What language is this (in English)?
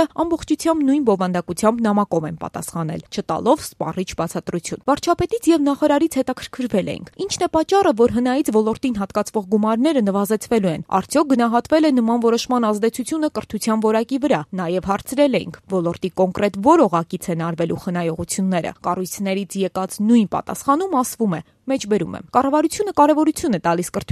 Armenian